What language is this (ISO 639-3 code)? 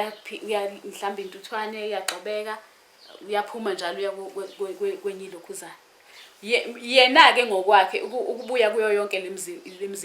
zul